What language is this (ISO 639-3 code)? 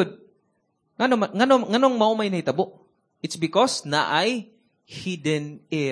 ceb